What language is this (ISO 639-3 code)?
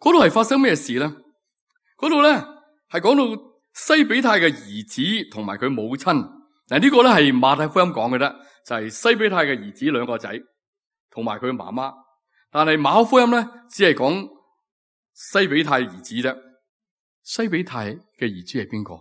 yue